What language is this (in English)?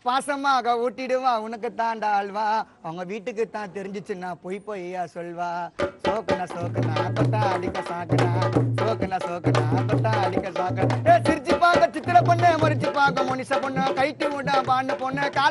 Tamil